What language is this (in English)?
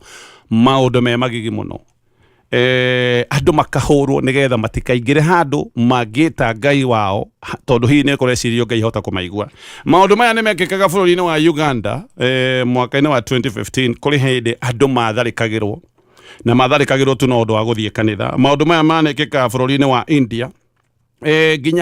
Kikuyu